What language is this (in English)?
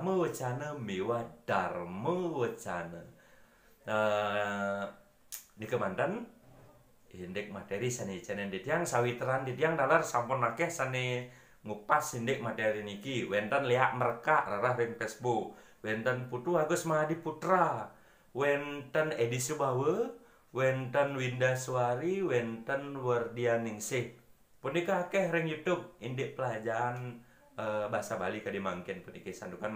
Balinese